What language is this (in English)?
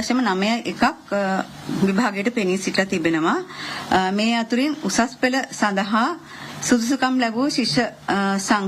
Sinhala